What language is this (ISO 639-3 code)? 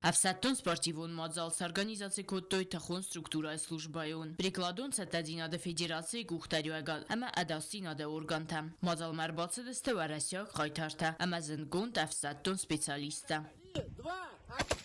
oss